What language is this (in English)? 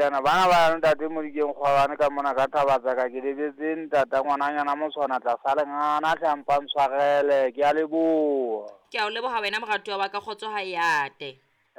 Southern Sotho